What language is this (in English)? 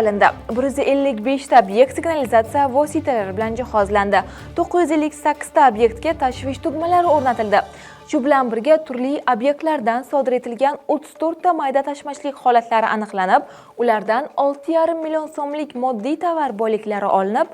Uzbek